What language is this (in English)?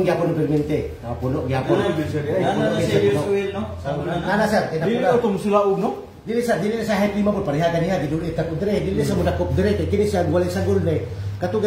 Cebuano